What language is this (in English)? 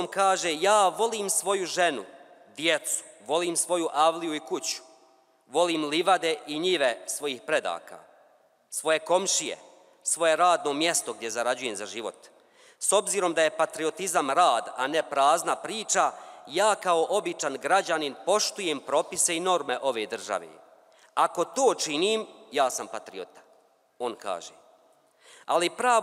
Bosnian